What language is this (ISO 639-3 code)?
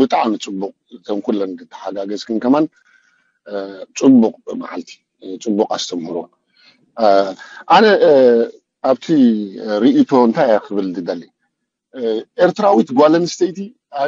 tir